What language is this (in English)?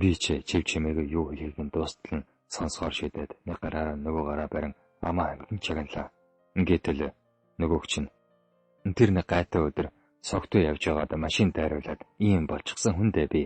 Mongolian